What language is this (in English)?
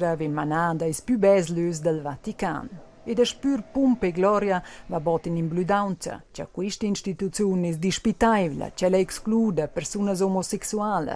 Romansh